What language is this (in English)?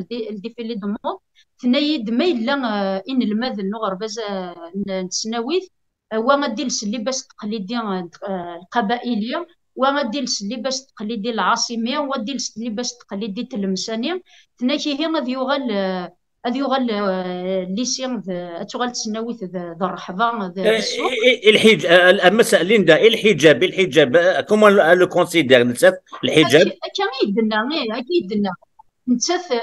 Kabyle